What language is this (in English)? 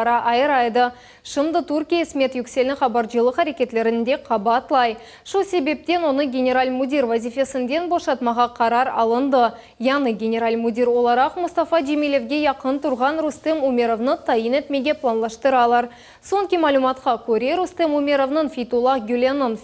Crimean Tatar